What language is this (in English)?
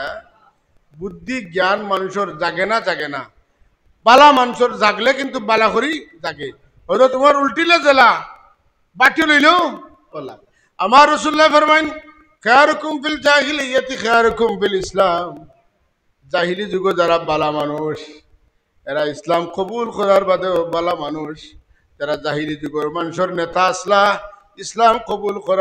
Sylheti